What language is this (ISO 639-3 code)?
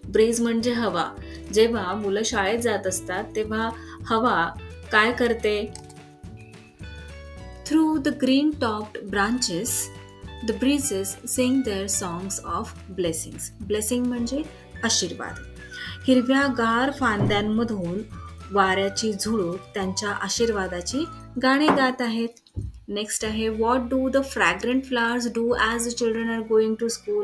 mar